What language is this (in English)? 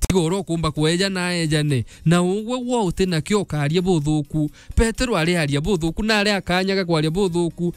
Meru